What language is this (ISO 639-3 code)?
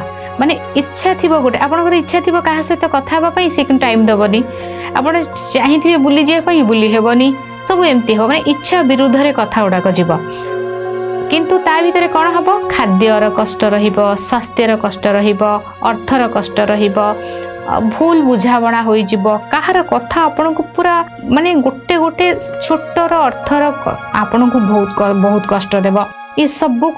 ori